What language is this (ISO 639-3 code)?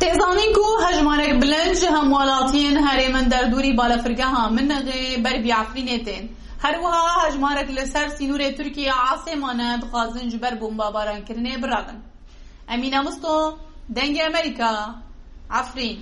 kur